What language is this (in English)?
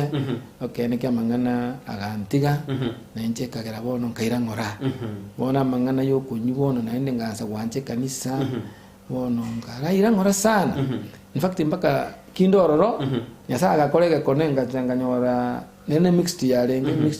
Gusii